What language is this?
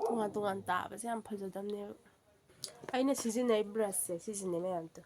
Manipuri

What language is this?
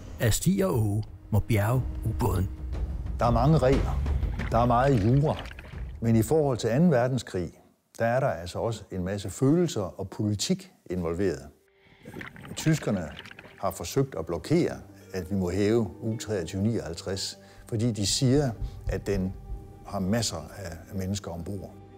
Danish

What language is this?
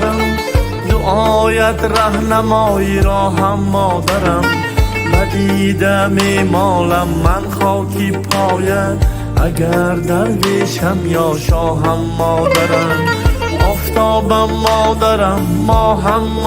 Tajik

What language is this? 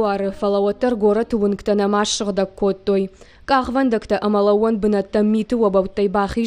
Ossetic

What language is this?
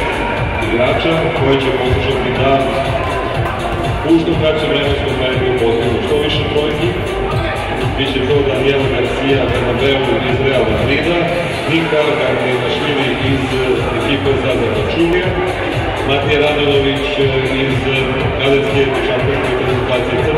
Serbian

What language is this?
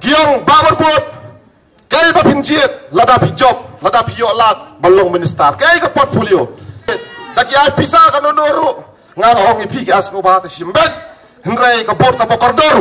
Khasi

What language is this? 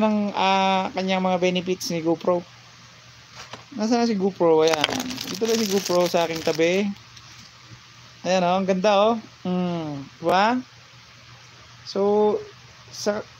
Filipino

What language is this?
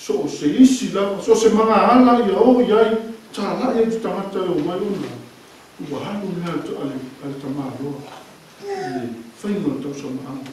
Samoan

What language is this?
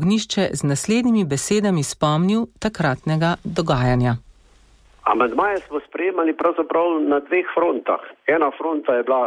Slovenian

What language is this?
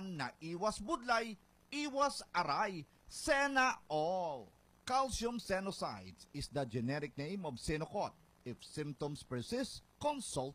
Hiligaynon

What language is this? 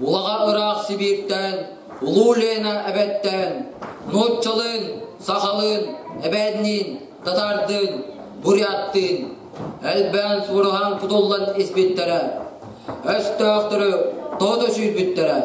Yakut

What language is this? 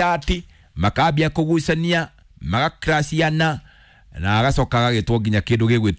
Kikuyu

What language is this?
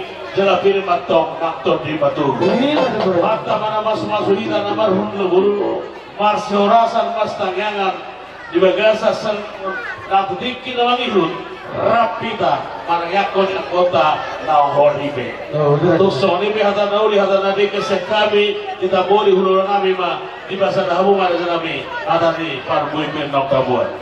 Batak Toba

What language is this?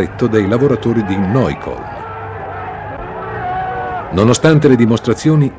Italian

